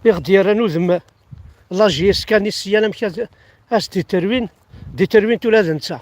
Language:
Kabyle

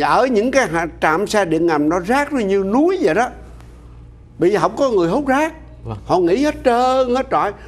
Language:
Vietnamese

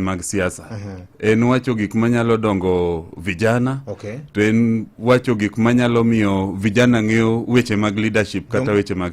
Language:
Luo (Kenya and Tanzania)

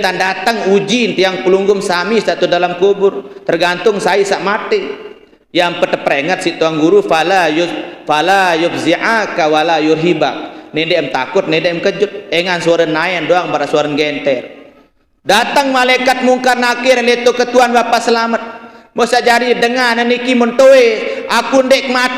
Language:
Sasak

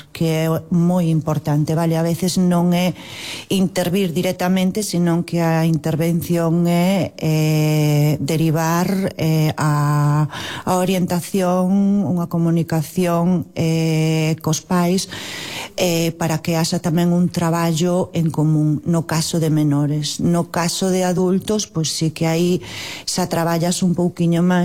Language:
Galician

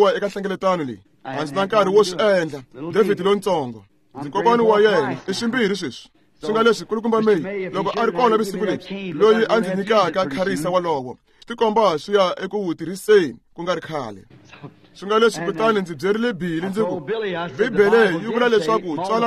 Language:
Tsonga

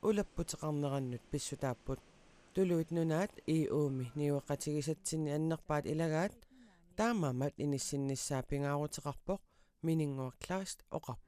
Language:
Kalaallisut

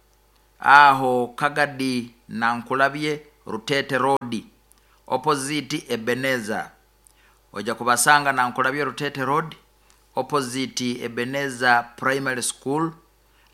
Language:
Nyoro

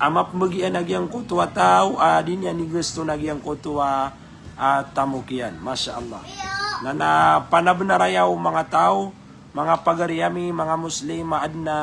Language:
Maranao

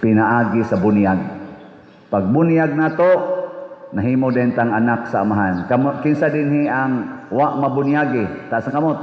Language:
Cebuano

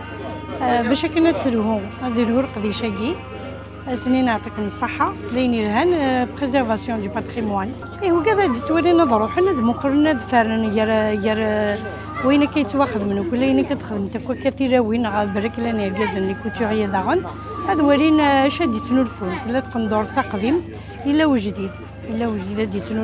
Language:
Kabyle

